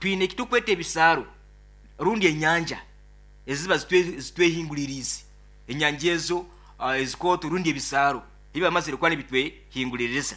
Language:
Nyoro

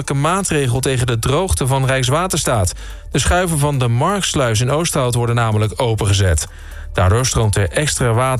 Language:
Dutch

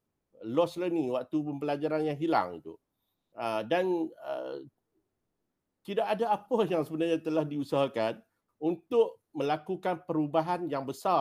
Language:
Malay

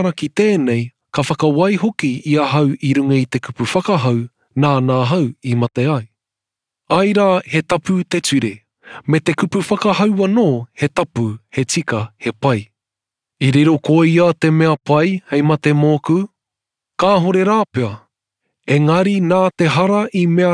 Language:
Māori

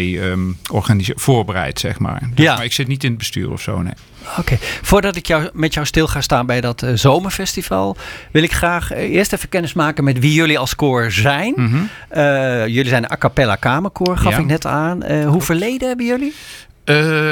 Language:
Dutch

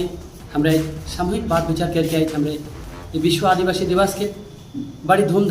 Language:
Sadri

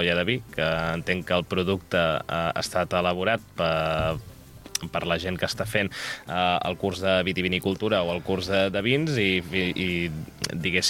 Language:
Catalan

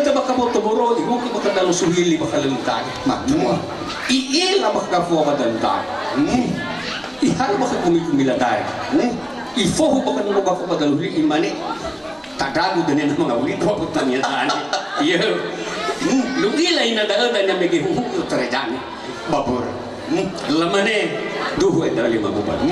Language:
Nias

